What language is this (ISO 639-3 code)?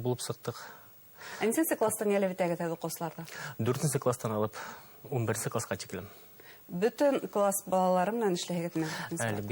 bak